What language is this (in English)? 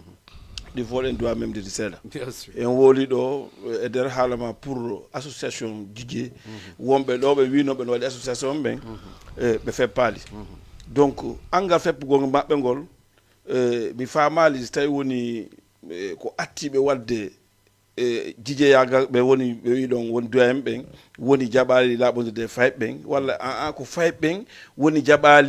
Fula